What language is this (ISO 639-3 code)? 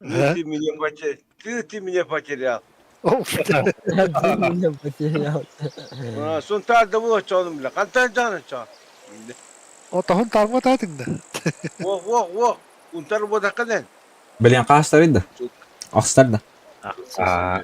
sah